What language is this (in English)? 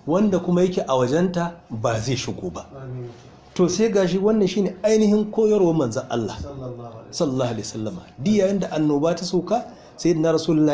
Hausa